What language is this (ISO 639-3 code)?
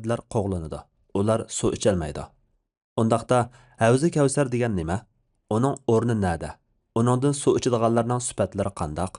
uig